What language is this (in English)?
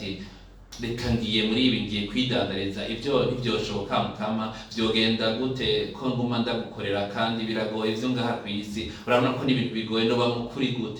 Rundi